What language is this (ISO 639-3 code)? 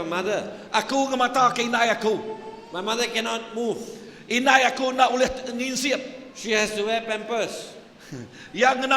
iba